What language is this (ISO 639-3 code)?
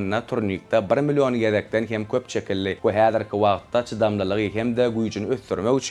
tuk